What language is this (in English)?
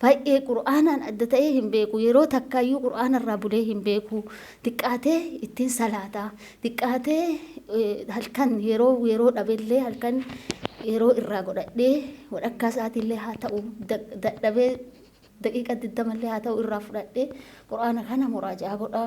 Oromo